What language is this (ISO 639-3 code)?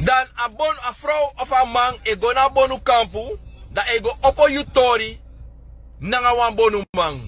srn